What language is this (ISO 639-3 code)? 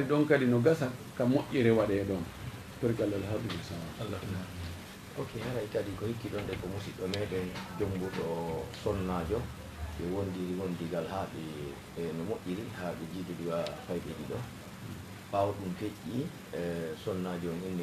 ful